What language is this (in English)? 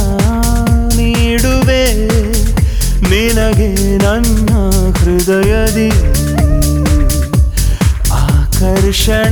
Kannada